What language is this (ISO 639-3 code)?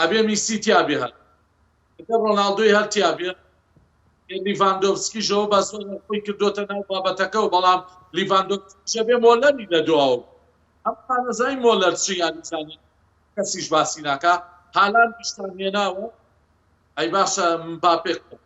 ckb